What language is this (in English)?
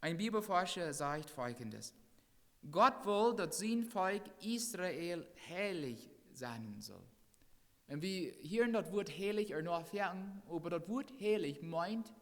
Plautdietsch